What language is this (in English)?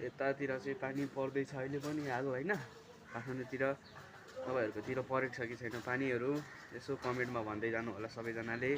Nepali